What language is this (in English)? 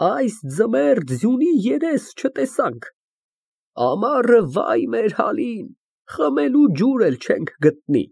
Armenian